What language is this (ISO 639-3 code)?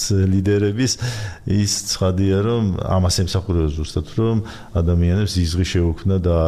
kat